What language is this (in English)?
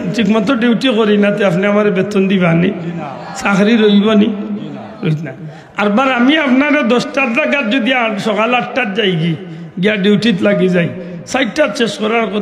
Sylheti